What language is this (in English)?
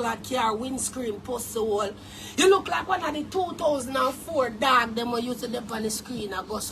Jamaican Creole English